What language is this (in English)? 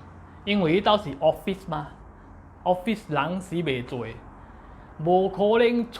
Min Nan Chinese